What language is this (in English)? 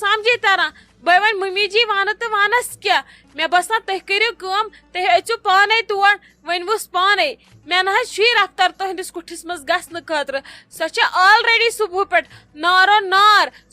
Kashmiri